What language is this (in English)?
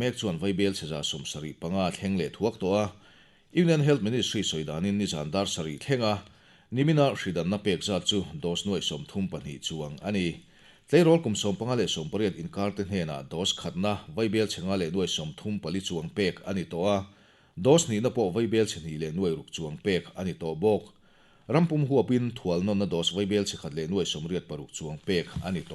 Mizo